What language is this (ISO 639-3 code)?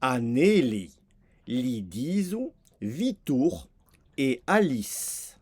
oci